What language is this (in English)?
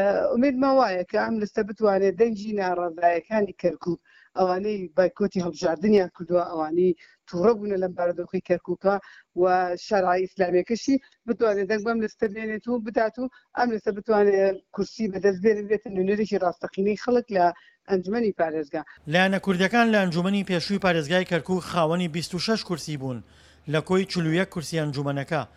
Central Kurdish